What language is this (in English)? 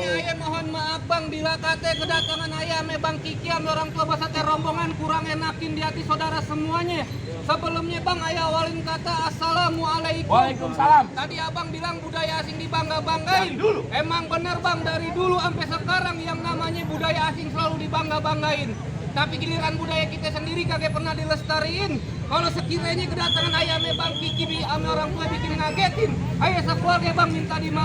Betawi